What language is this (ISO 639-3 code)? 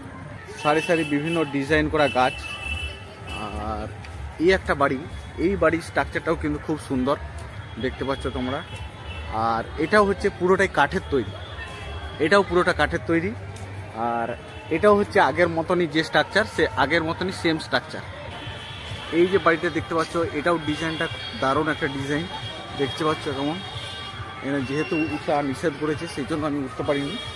ben